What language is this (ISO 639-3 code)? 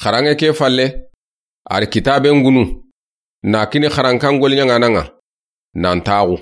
snk